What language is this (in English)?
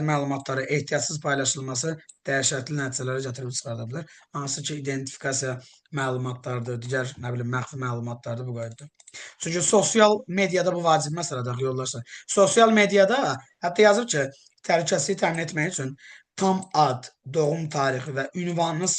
Azerbaijani